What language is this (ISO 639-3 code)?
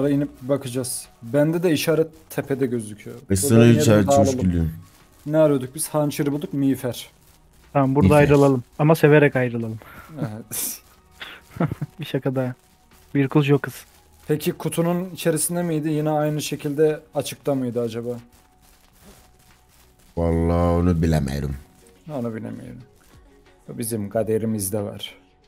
tur